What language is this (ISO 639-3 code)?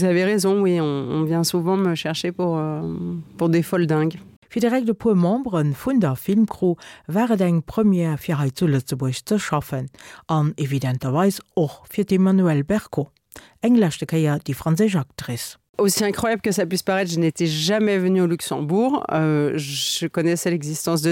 ltz